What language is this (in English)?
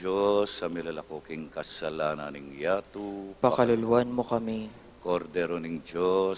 Pampanga